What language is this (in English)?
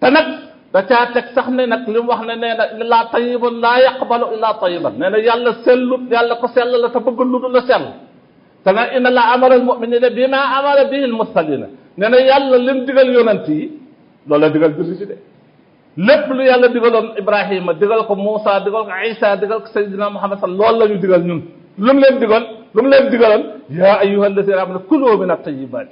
Wolof